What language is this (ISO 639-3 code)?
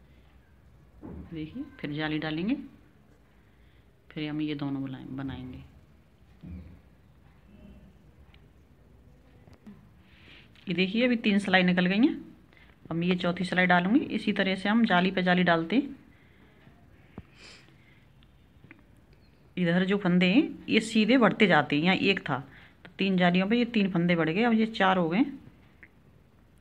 hin